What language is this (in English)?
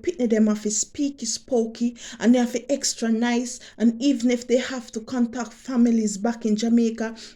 Jamaican Creole English